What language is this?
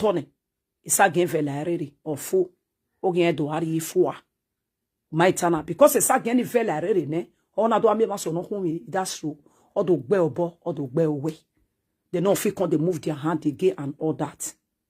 Nigerian Pidgin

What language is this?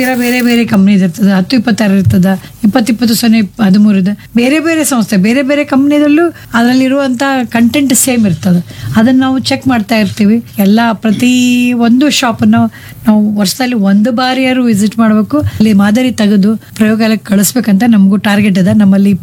Kannada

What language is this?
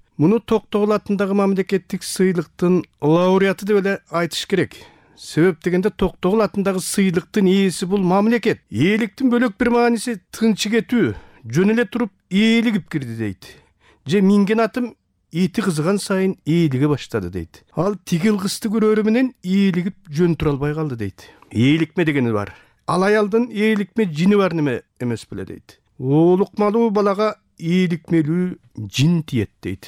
Kyrgyz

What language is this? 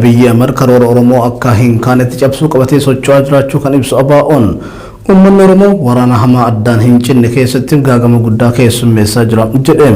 Oromo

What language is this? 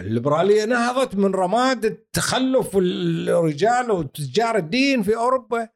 Gulf Arabic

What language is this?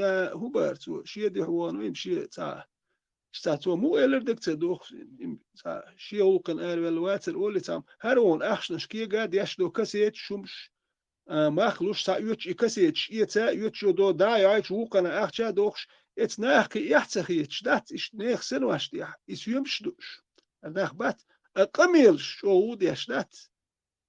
Chechen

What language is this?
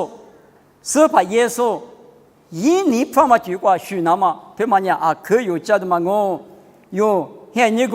Lisu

